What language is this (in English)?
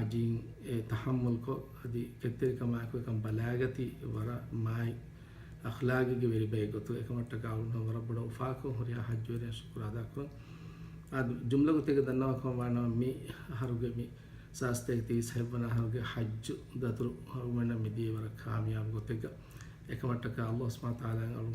Divehi